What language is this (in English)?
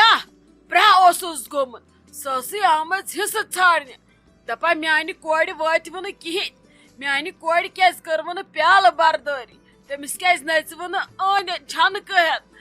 Kashmiri